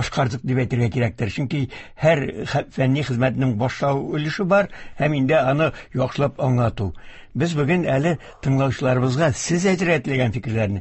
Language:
Tatar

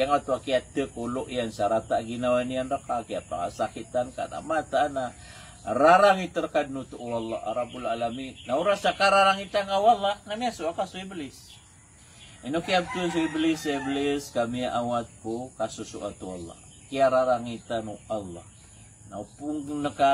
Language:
Maranao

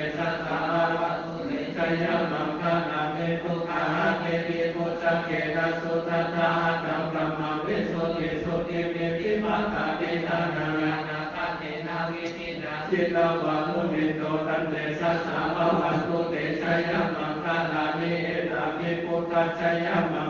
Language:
Pali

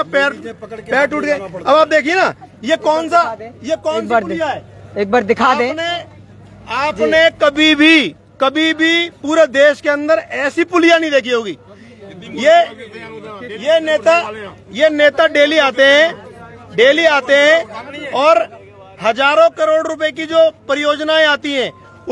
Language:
Hindi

